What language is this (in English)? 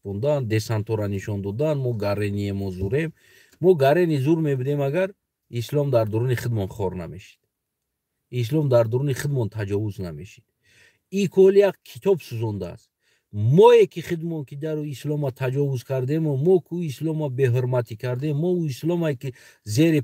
Tajik